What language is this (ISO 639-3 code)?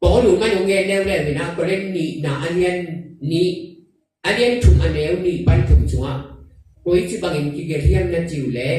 ctd